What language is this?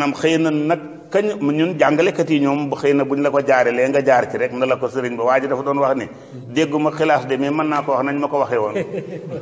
Wolof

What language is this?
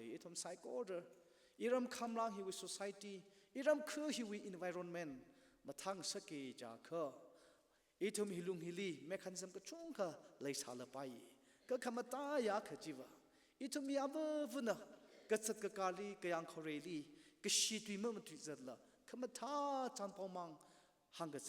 Tangkhul Naga (India)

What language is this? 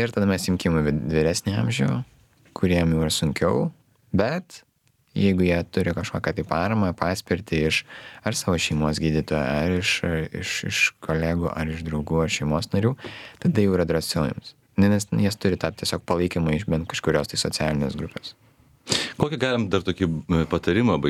Lithuanian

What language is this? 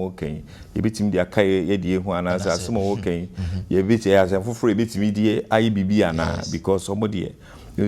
Akan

